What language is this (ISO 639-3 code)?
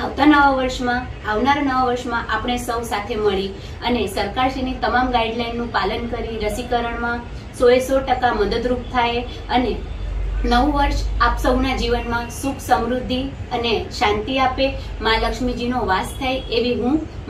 guj